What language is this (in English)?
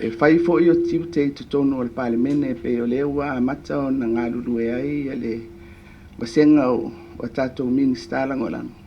Samoan